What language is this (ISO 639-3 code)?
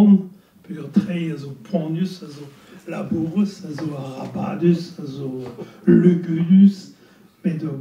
bre